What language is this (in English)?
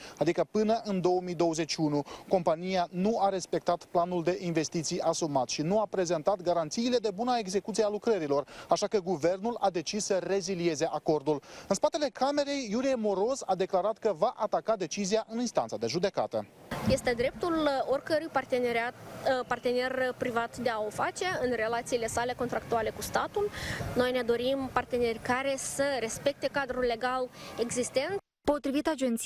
Romanian